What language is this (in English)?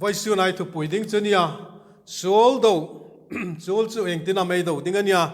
Hmar